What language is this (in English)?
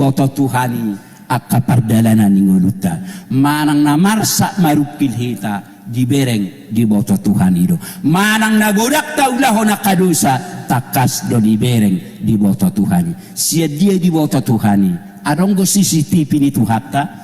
Batak Toba